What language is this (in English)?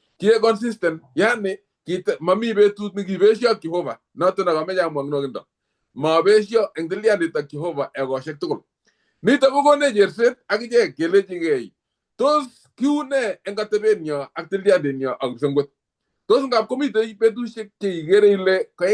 Kalenjin